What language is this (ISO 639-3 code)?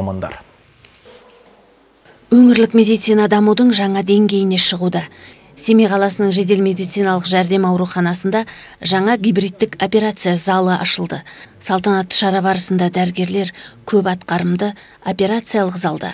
kaz